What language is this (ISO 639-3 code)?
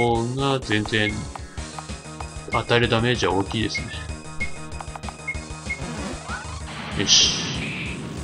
jpn